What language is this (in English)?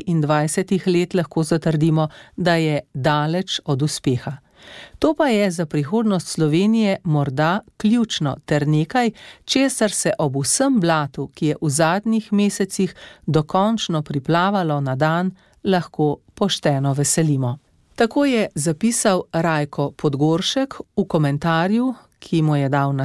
Slovenian